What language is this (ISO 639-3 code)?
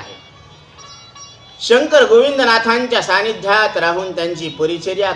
mar